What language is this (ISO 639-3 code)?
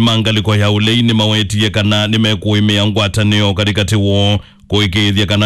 kam